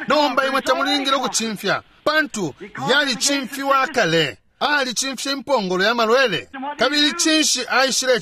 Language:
Bemba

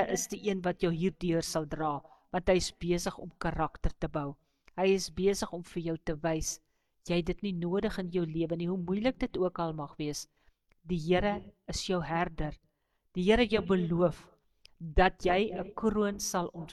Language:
Afrikaans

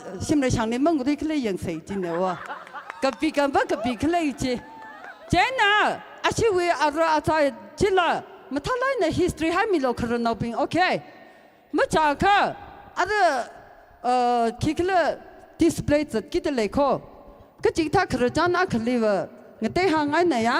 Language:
Tangkhul Naga (India)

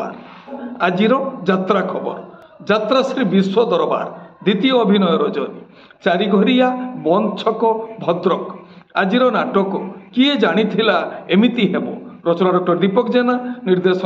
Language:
Odia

